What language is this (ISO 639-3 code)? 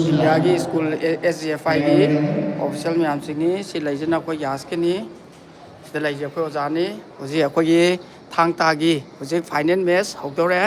mni